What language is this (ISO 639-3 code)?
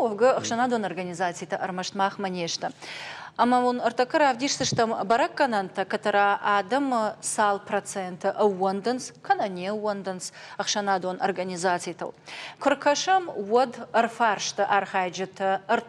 oss